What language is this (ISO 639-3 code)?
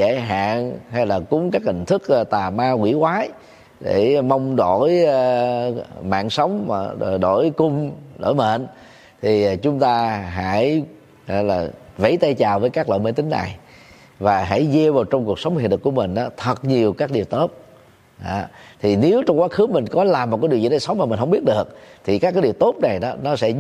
vie